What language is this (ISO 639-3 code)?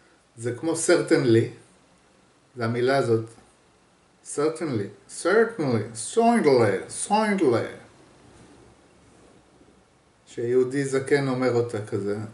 heb